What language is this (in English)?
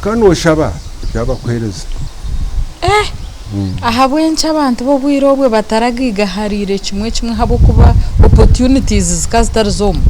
Nyankole